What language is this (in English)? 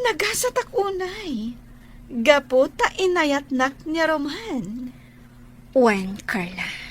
Iloko